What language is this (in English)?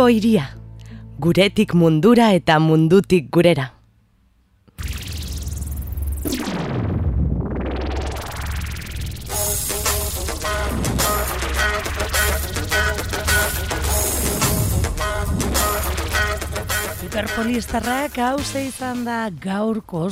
Basque